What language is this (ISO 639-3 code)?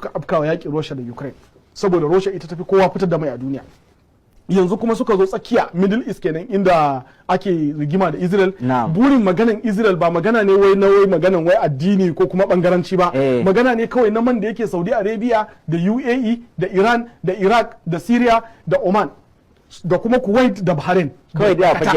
hau